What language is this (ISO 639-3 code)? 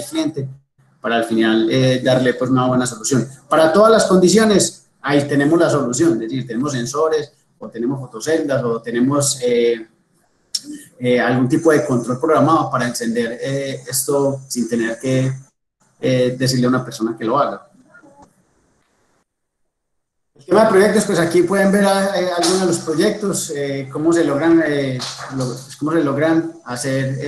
spa